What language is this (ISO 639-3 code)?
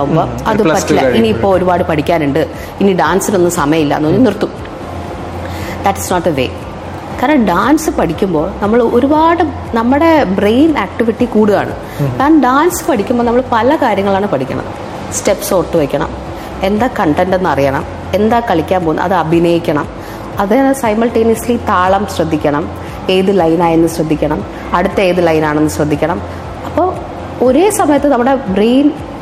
mal